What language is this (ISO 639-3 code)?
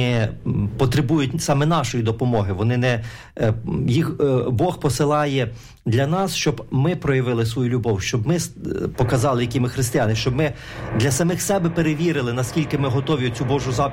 ukr